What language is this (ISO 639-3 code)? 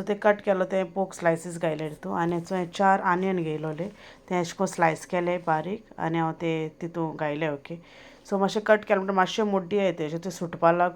kok